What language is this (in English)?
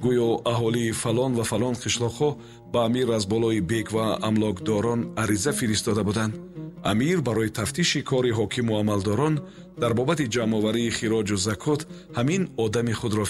Tajik